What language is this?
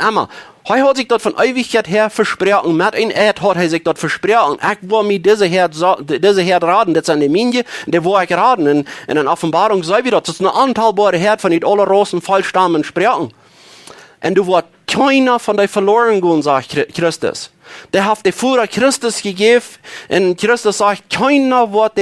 Plautdietsch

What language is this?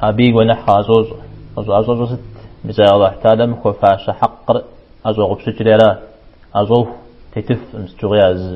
Kabardian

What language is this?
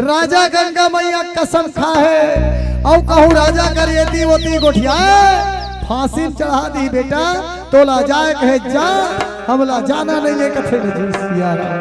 Chhattisgarhi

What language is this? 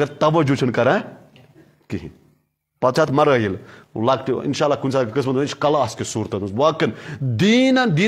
Kashmiri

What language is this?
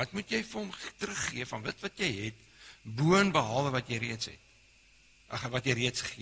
Afrikaans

